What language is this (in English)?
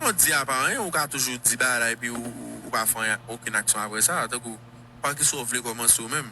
Haitian Creole